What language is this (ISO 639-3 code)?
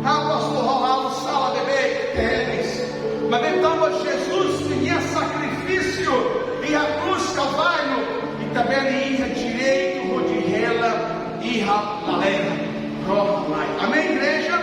tet